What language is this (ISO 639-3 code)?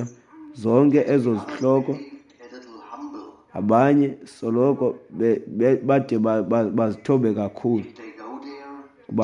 xho